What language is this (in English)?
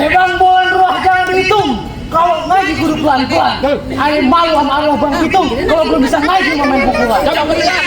Betawi